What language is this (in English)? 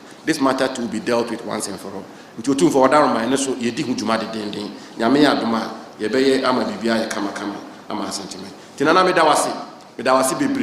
Akan